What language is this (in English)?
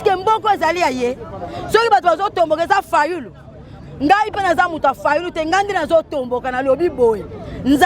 Lingala